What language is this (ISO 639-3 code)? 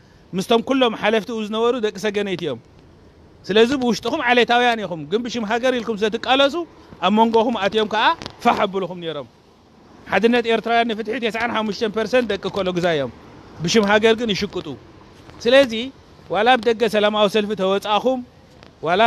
tir